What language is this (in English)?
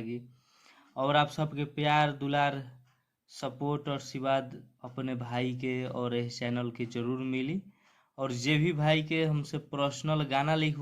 Bhojpuri